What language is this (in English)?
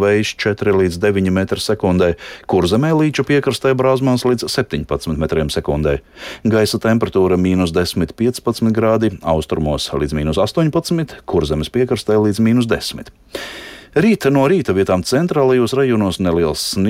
Latvian